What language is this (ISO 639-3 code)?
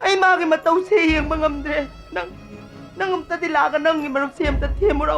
mni